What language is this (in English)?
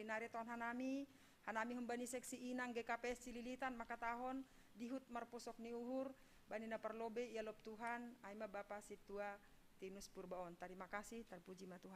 Batak Simalungun